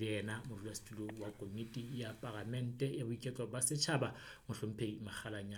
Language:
Southern Sotho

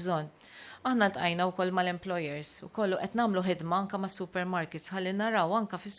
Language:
Maltese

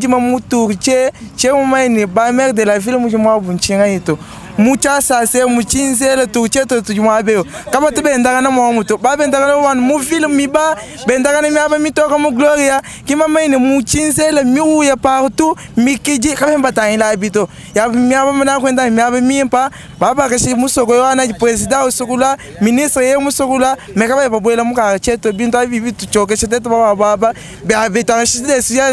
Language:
Luba-Lulua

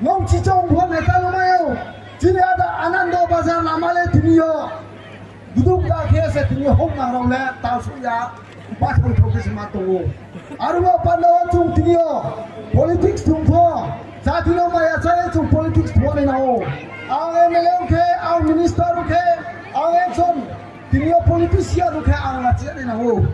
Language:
Riang (India)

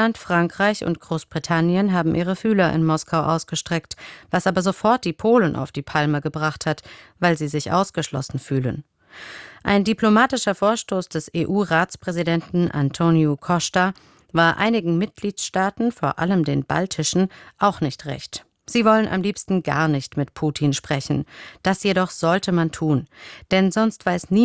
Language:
German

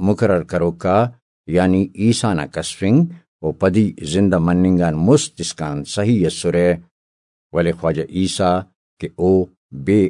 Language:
Brahui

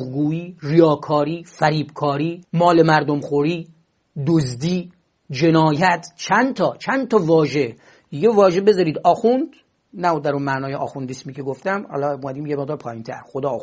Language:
Persian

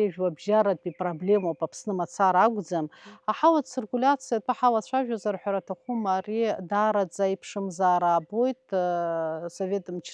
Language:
Abkhazian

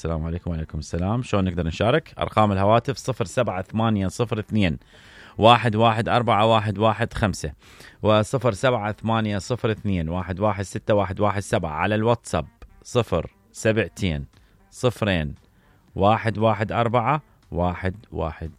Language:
Mesopotamian Arabic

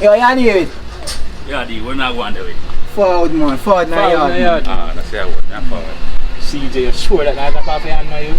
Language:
Jamaican Creole English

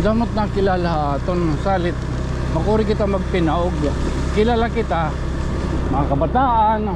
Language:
Waray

